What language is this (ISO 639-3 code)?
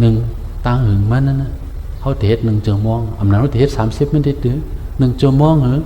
shn